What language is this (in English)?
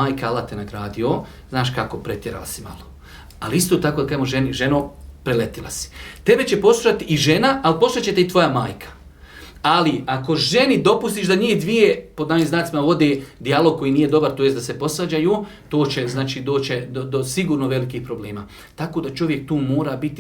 Bosnian